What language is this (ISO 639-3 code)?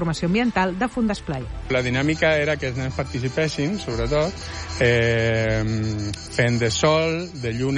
cat